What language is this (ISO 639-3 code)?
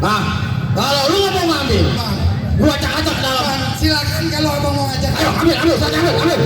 bew